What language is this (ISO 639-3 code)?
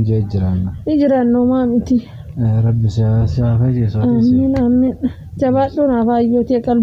orm